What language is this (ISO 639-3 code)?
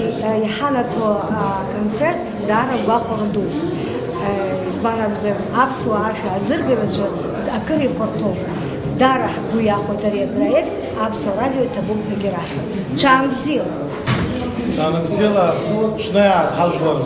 abk